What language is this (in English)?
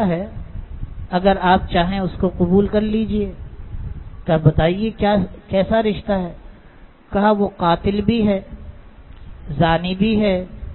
Urdu